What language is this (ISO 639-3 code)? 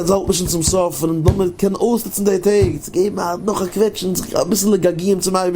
yid